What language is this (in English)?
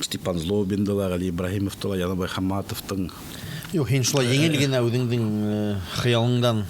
Bashkir